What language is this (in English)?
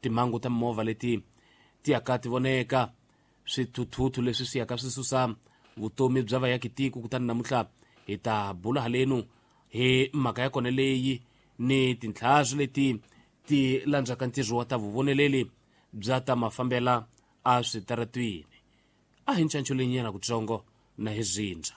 Tsonga